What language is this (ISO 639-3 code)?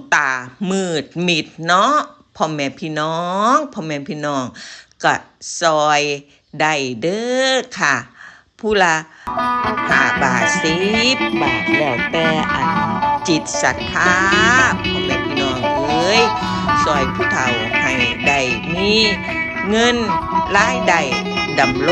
tts